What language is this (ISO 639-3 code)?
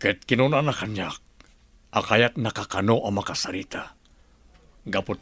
ilo